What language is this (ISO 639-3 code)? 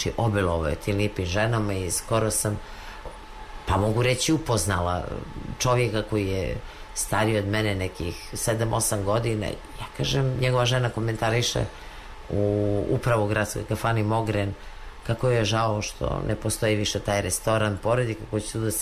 srp